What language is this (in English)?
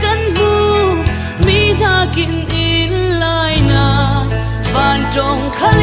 Falam Chin